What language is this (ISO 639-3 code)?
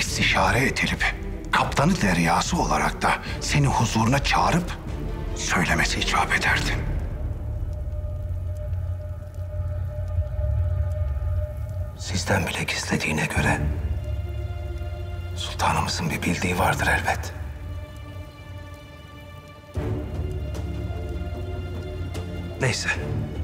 tur